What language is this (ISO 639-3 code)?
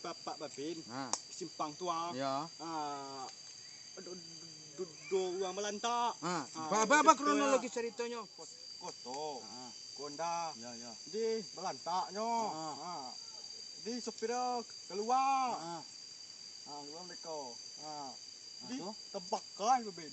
min